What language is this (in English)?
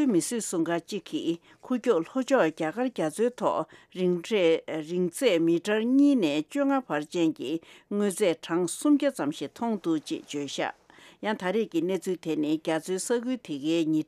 Tibetan